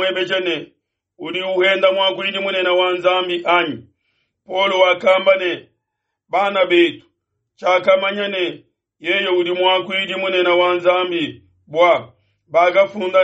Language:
Luba-Lulua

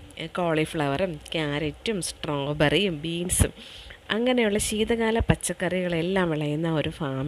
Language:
Malayalam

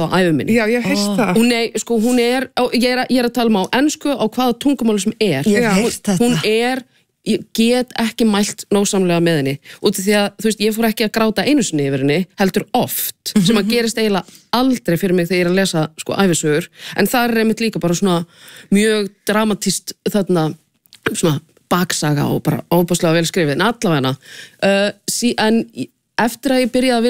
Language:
Icelandic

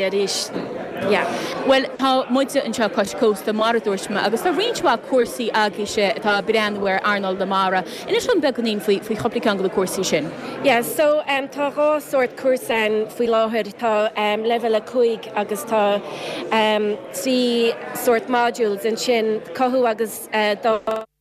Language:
Irish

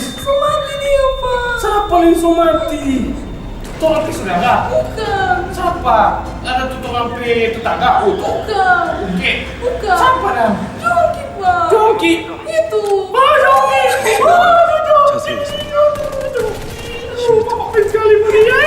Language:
Manado Malay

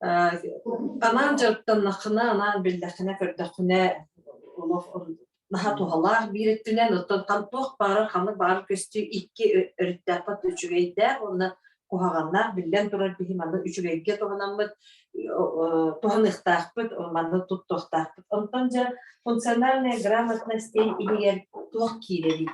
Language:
Yakut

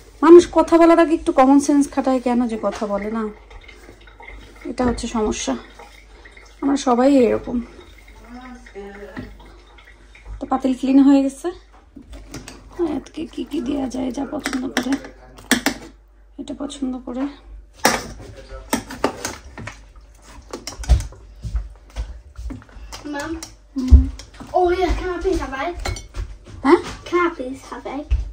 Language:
Bangla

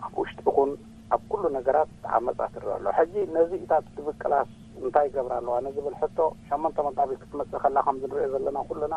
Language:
Tigrinya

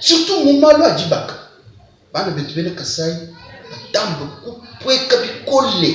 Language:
Luba-Lulua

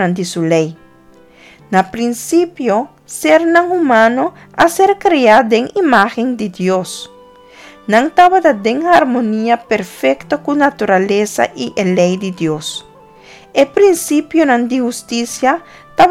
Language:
Papiamento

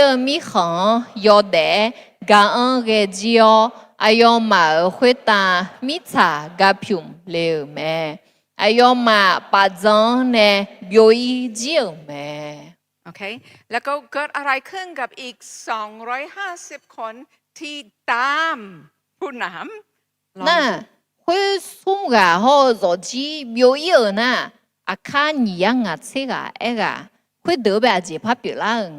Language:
Akha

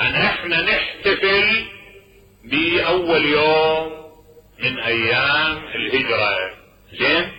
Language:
Mesopotamian Arabic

